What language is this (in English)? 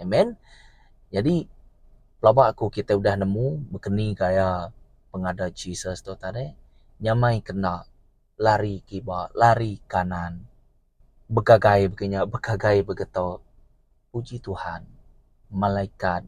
Iban